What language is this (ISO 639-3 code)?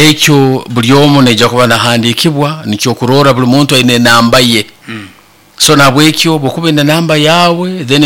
nyo